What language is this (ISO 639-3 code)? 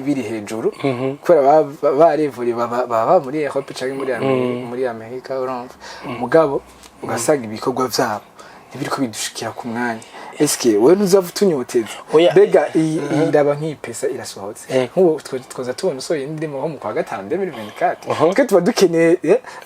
run